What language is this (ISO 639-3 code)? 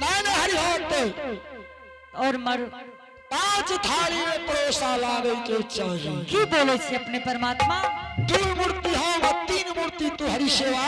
anp